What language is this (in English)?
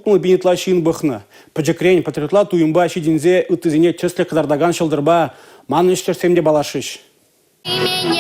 Chuvash